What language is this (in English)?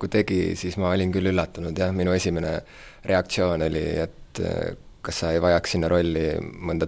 Estonian